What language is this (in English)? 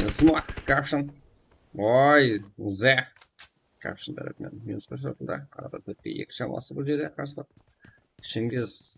Kara-Kalpak